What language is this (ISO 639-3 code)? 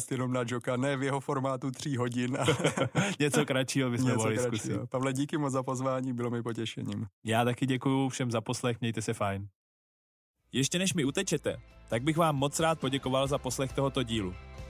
ces